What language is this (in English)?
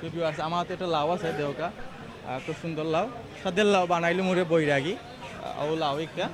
Sylheti